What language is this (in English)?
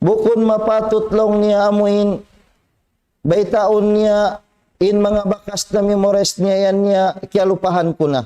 Tausug